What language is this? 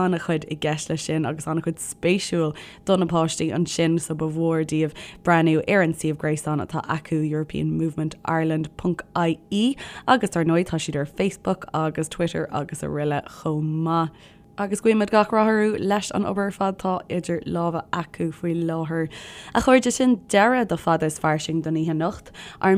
Irish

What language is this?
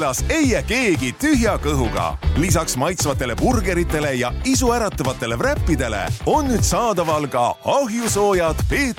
Estonian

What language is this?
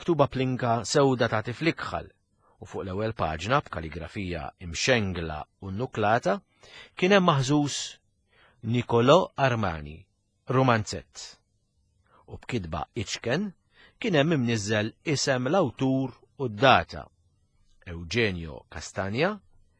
Maltese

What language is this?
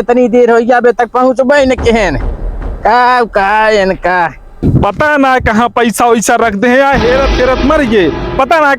Awadhi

